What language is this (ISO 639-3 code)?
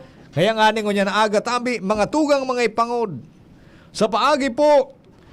bik